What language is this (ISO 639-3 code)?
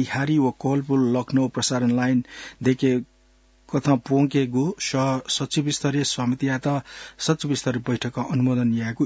new